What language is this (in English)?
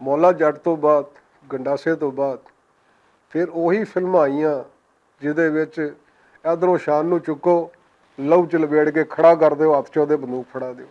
Western Panjabi